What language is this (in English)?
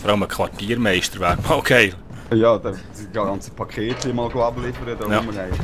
Swiss German